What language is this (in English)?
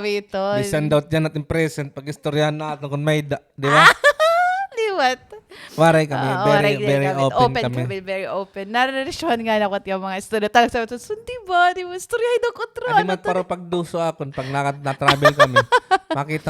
Waray